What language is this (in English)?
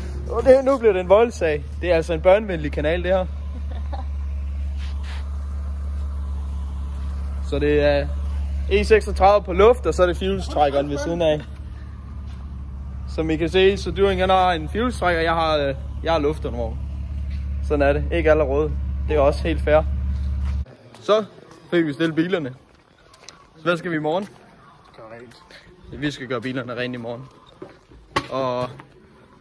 Danish